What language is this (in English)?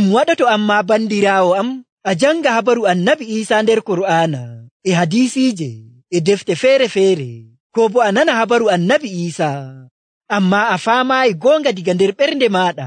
Nigerian Fulfulde